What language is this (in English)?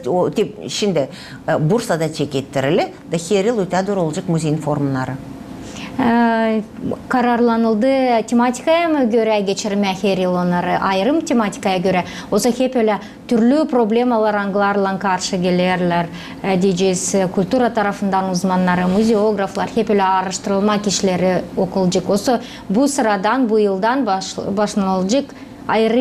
Gagauz